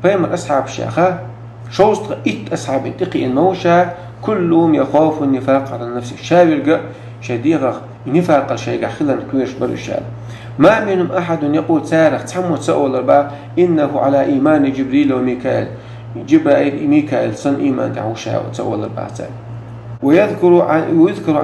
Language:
Chechen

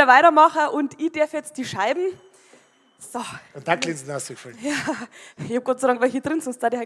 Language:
Bavarian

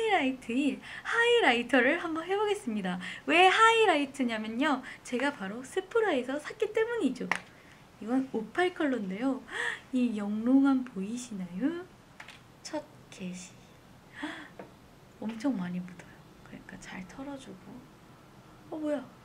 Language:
Korean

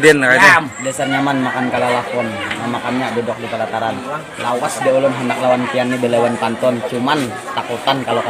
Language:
Banjar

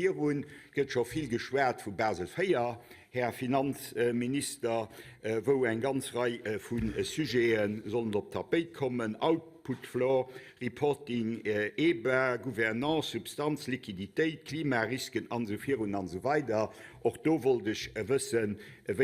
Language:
Luxembourgish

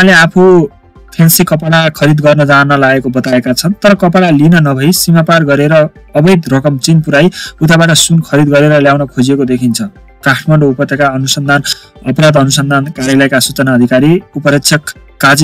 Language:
Nepali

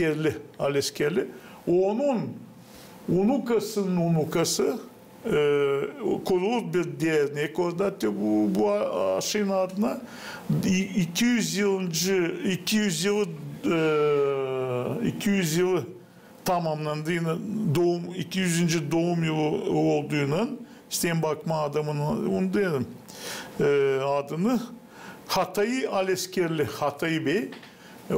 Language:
Gagauz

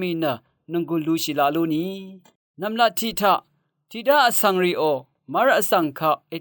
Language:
Rawang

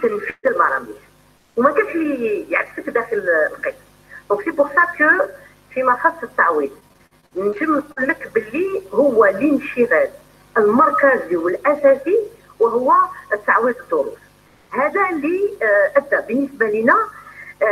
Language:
Algerian Arabic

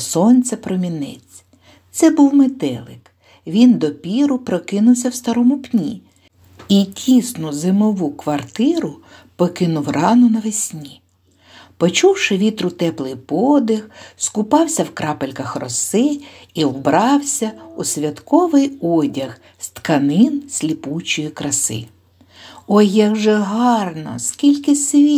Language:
Ukrainian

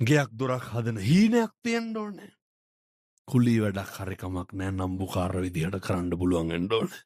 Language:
Sinhala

